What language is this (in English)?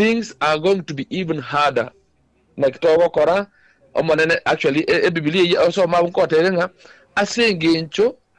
Gusii